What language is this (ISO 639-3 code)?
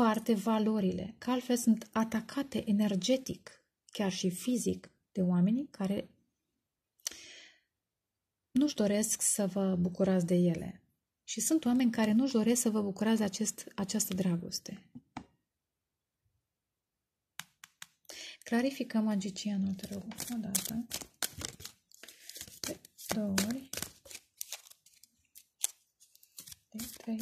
ron